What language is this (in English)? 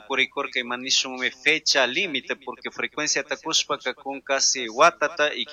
Chimborazo Highland Quichua